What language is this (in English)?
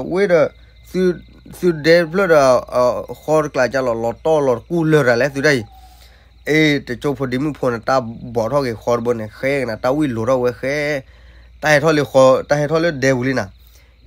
S'gaw Karen